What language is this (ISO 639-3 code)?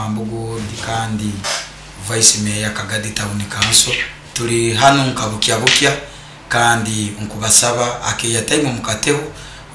nyo